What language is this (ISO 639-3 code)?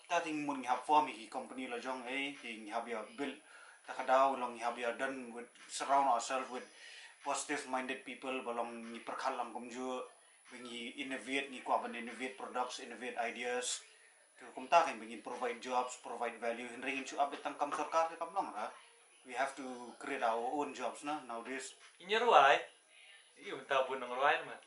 kha